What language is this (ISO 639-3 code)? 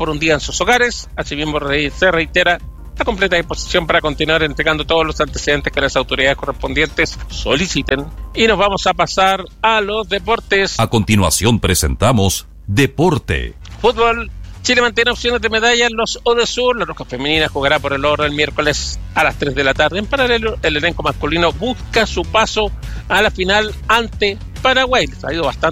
spa